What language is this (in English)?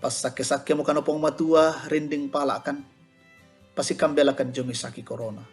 Toraja-Sa'dan